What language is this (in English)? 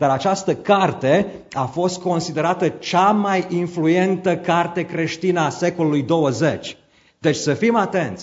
Romanian